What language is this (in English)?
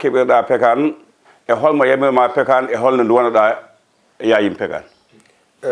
Fula